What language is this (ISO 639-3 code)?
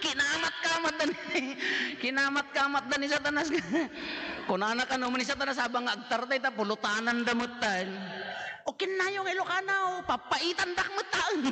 ilo